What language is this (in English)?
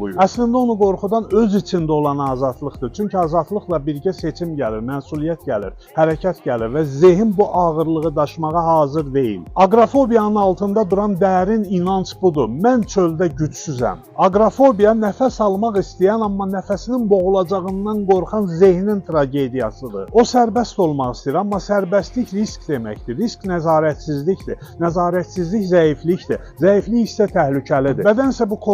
Azerbaijani